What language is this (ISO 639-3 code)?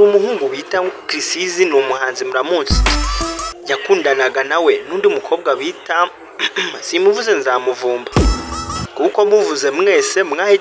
kin